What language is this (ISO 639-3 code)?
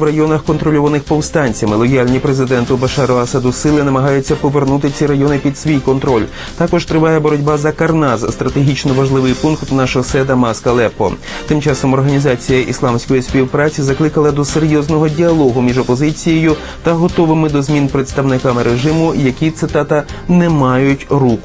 ukr